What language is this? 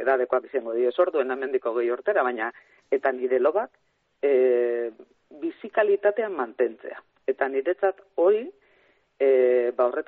Basque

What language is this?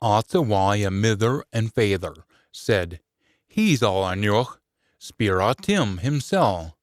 Scots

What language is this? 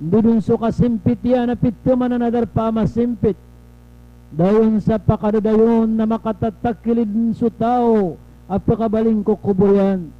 Maranao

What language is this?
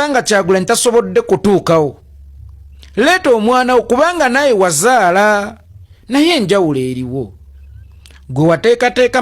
Ganda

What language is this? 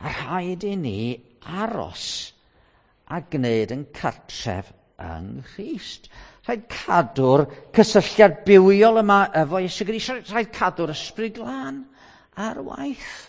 Welsh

